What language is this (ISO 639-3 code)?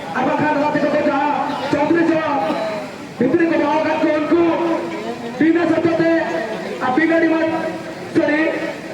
sat